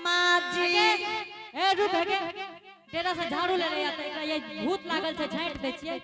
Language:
Angika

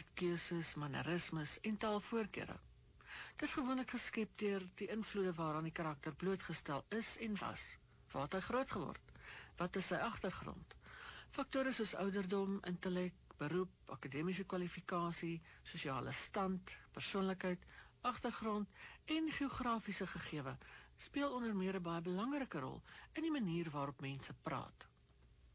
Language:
Afrikaans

